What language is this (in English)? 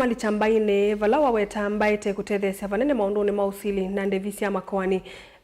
Kamba